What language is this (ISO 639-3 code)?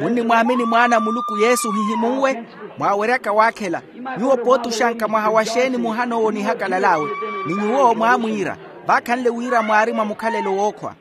vmw